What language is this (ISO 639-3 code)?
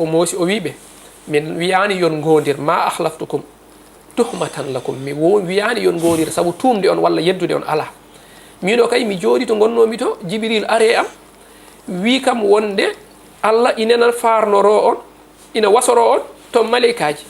ful